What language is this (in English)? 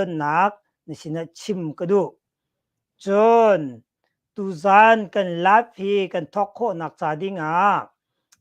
Hakha Chin